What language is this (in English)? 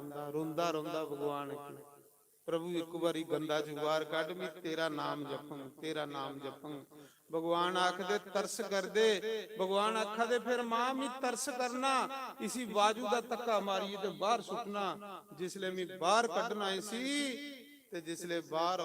Dogri